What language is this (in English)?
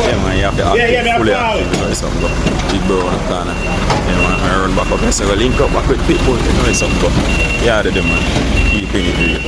Jamaican Creole English